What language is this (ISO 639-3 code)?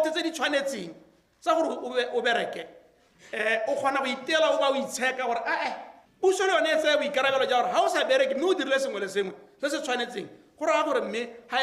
tsn